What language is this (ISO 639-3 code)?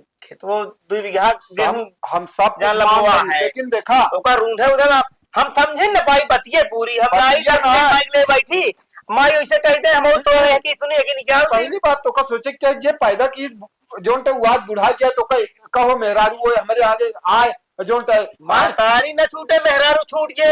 awa